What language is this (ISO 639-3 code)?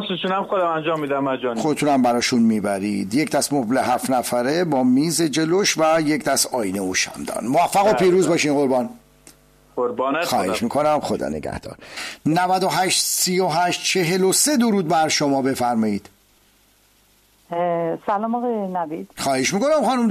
fas